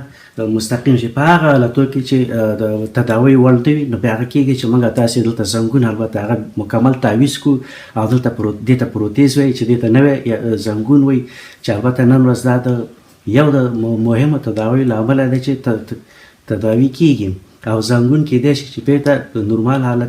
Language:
Pashto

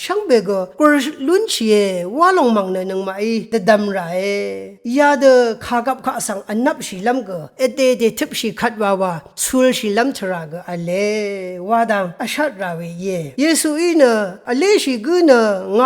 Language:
Rawang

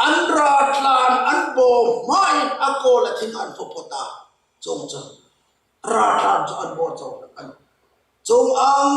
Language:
Hmar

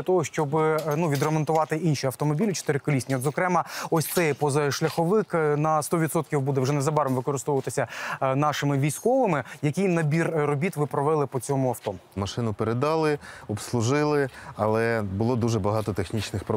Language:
Ukrainian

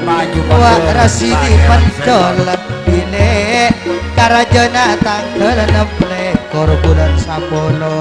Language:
Madurese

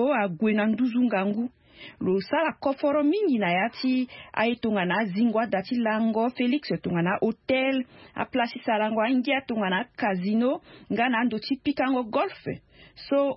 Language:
Sango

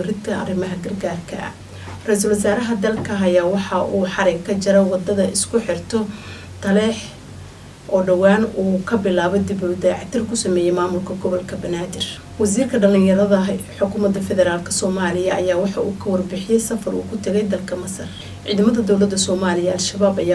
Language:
Somali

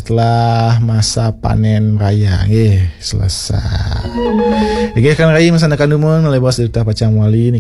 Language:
Balinese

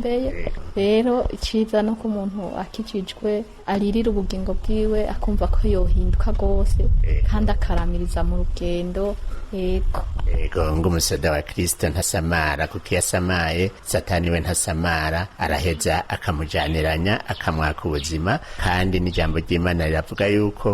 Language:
Rundi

